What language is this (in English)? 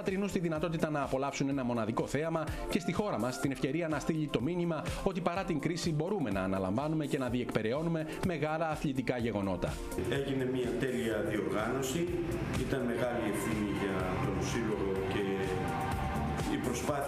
Greek